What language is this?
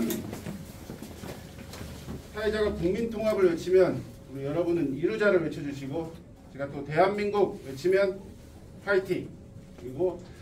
Korean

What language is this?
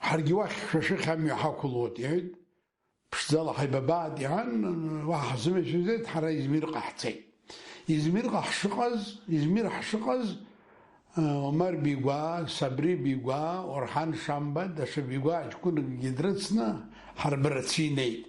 Abkhazian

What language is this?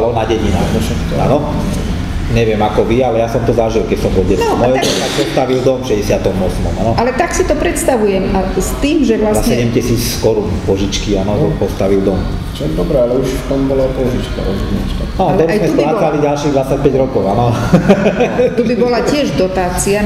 Slovak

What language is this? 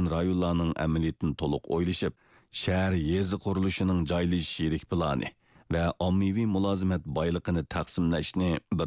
Uyghur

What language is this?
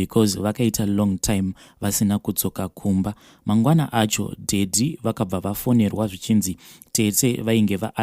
Shona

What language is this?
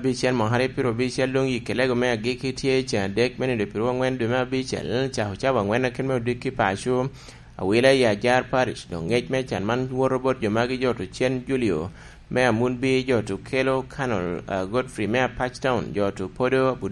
Lango (Uganda)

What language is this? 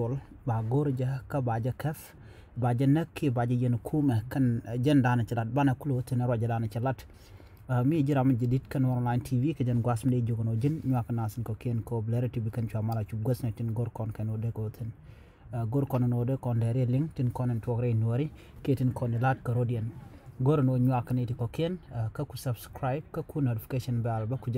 Nuer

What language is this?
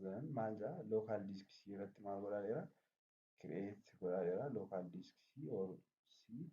Oromo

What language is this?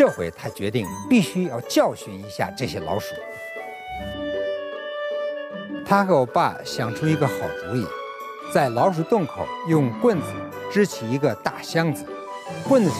Chinese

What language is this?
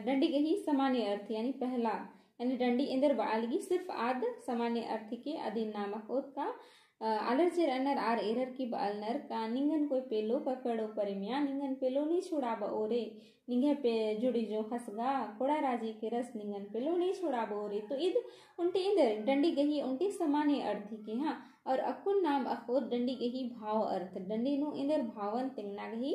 Kurukh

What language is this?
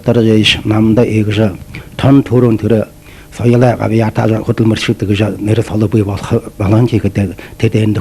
Buriat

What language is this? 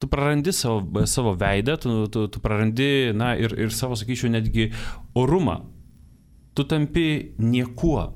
Lithuanian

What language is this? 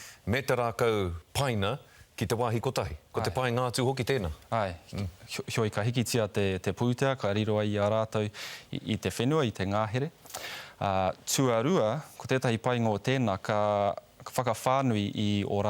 Māori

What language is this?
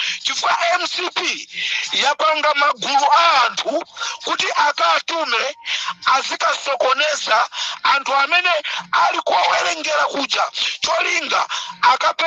Nyanja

